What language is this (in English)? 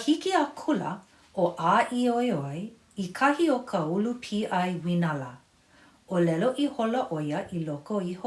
Hawaiian